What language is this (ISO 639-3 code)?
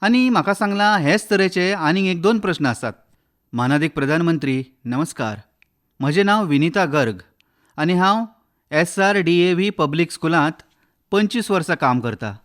kok